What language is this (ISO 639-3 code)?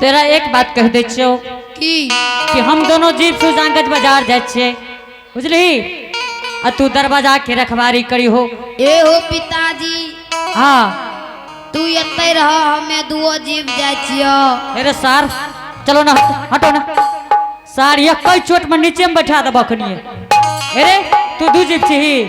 anp